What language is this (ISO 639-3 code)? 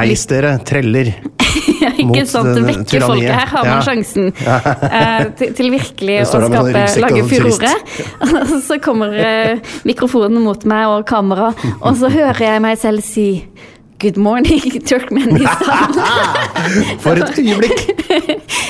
nor